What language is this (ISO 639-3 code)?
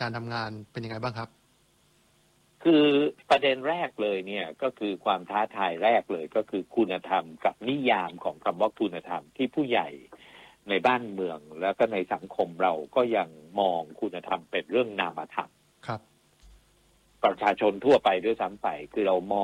tha